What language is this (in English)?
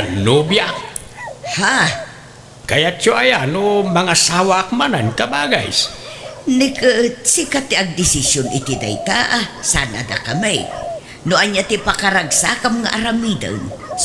Iloko